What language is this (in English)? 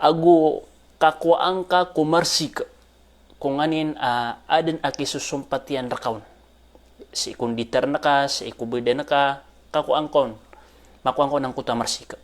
Maranao